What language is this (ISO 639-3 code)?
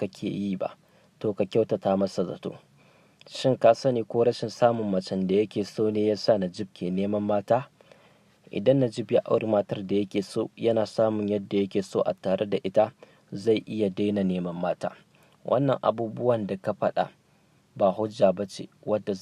hau